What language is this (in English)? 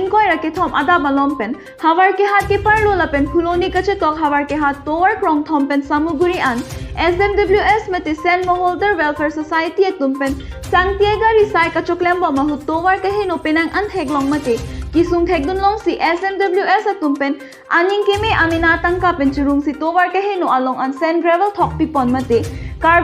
Karbi